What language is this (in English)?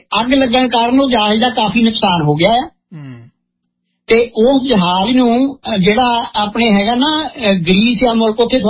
Punjabi